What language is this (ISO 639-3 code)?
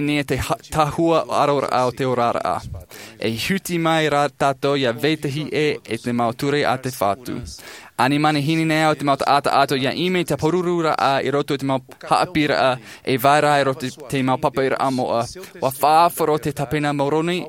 tah